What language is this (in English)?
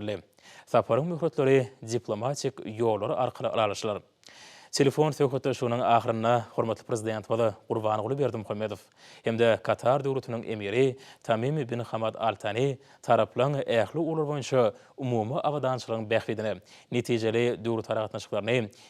Turkmen